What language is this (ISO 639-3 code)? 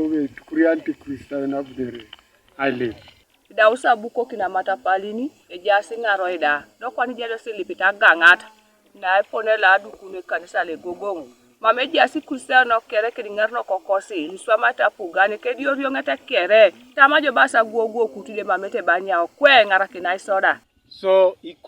teo